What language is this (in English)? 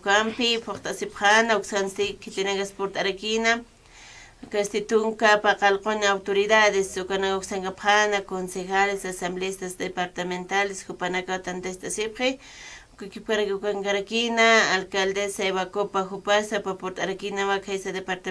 Aymara